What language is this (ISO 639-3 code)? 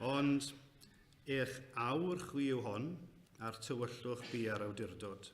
cym